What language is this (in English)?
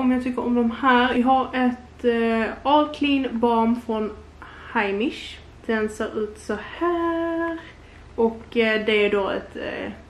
Swedish